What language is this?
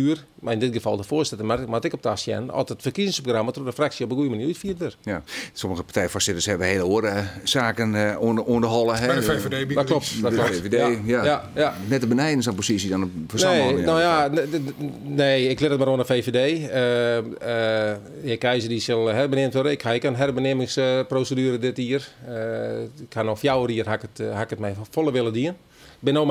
Western Frisian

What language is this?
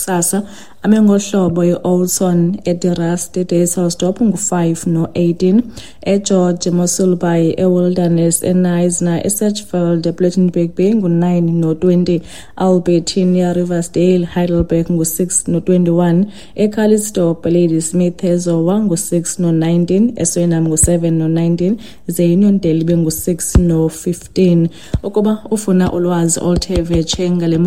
Xhosa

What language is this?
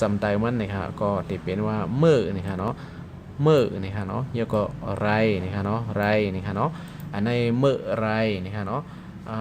Shan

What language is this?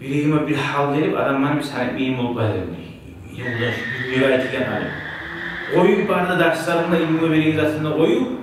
Kumyk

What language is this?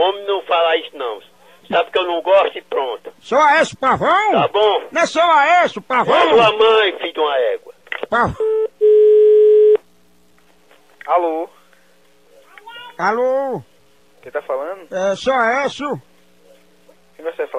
Portuguese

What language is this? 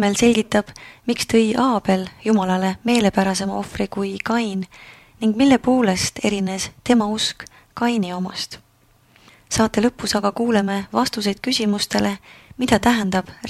Estonian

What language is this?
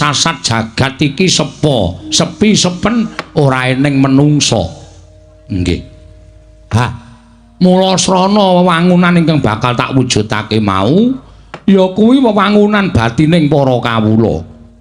Javanese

